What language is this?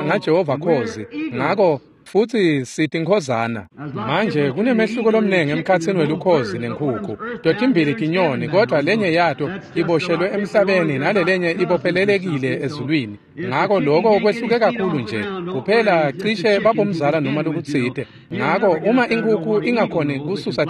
Swati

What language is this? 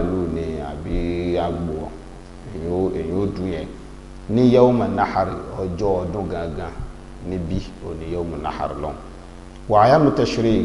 Yoruba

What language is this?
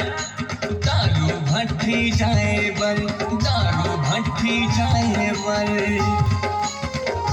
Chhattisgarhi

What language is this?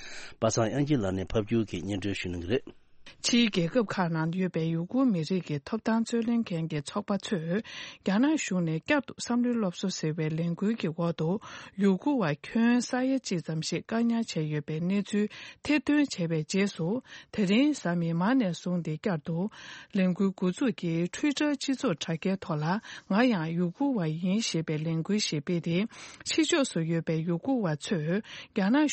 Tibetan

